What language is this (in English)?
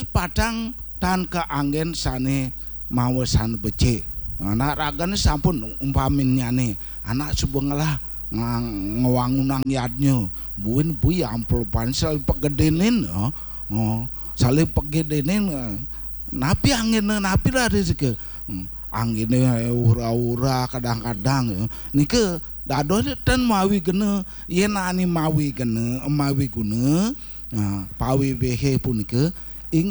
Balinese